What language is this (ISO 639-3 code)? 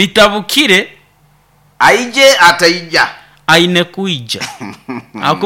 nyo